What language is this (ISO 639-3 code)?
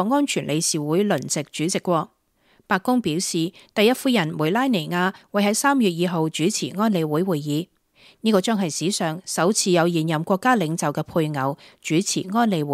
yue